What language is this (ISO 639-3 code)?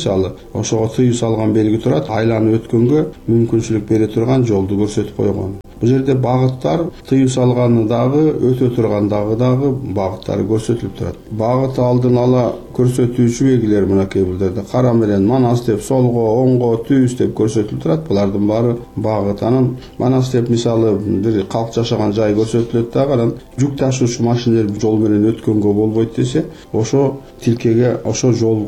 kir